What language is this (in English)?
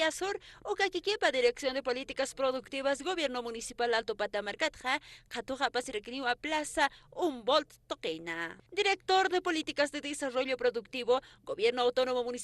Aymara